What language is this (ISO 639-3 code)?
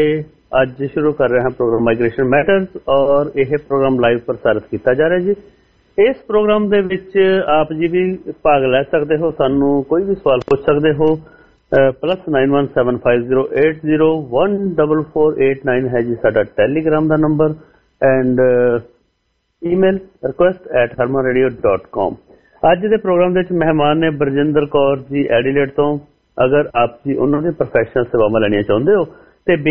pan